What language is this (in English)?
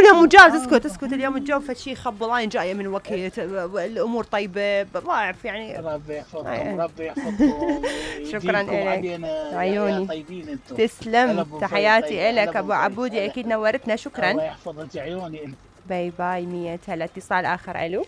Mesopotamian Arabic